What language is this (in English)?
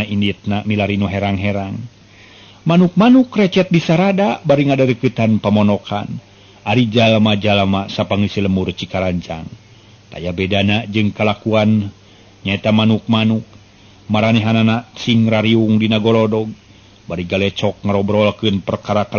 Sundanese